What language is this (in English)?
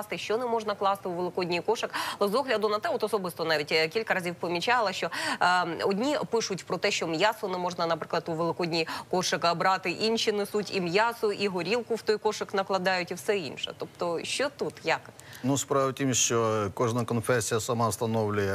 Ukrainian